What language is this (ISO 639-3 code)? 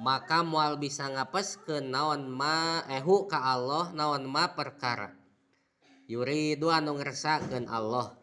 sun